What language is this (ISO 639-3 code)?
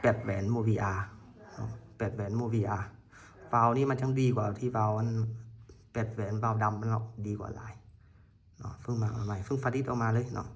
lao